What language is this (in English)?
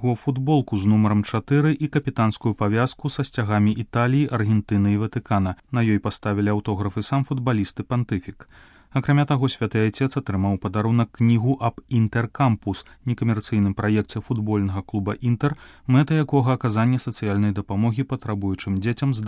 Belarusian